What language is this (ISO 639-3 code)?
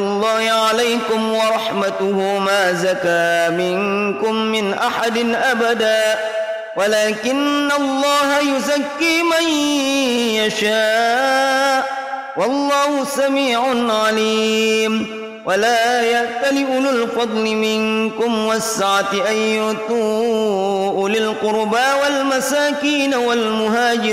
ara